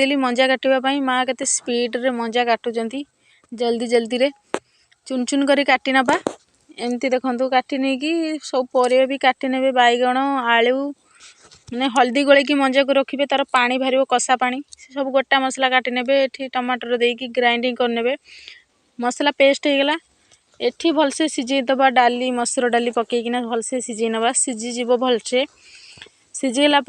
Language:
Odia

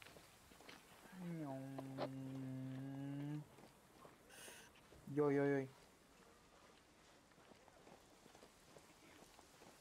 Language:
Romanian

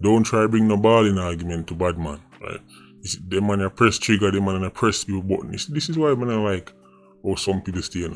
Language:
Jamaican Creole English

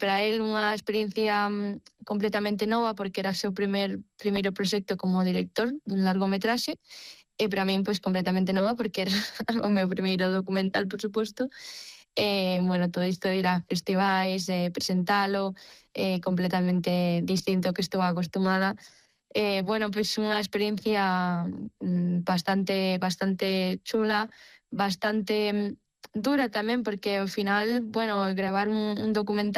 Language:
Galician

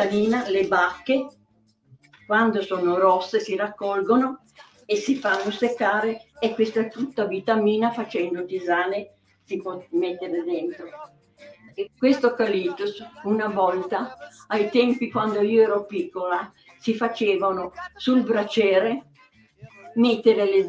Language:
Italian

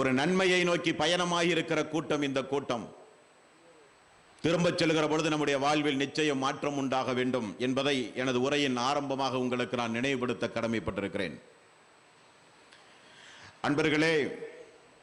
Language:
Tamil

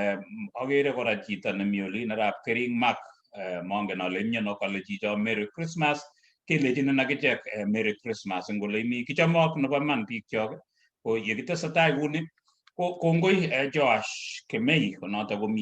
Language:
Kalenjin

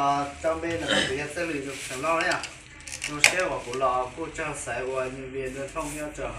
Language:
Hmong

